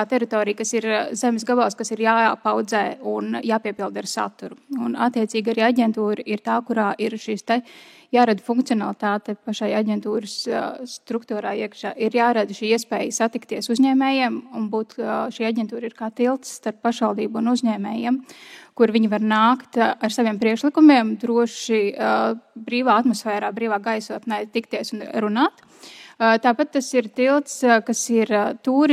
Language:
Latvian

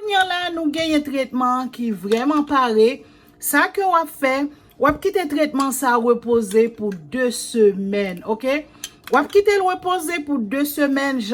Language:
Haitian Creole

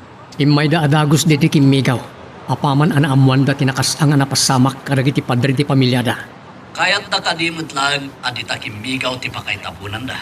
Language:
Iloko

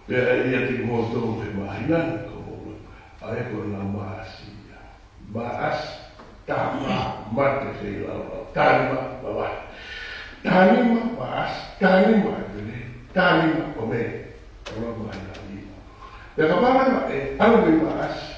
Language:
Tongan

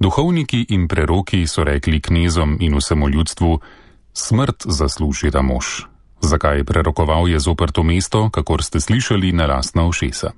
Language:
Slovenian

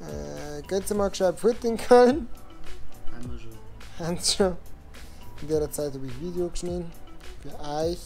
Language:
Bavarian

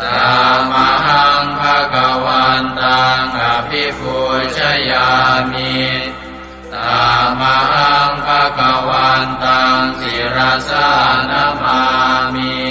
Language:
Pali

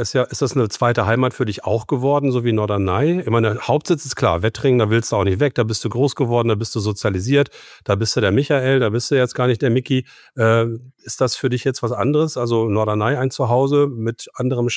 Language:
German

